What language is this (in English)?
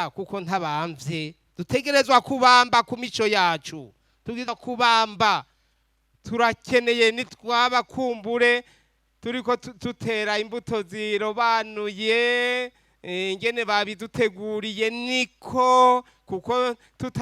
Rundi